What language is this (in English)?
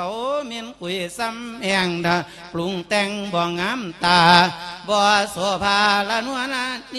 Lao